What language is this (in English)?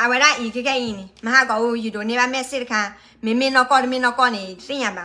S'gaw Karen